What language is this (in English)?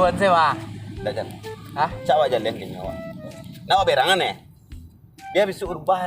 Minangkabau